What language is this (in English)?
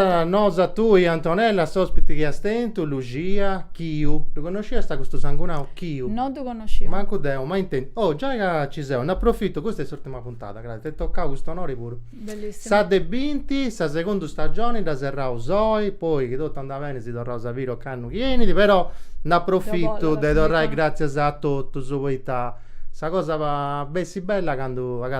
Sardinian